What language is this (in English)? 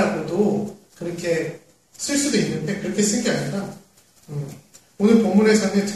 Korean